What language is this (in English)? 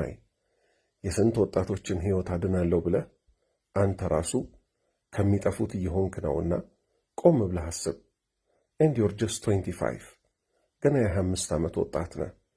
Amharic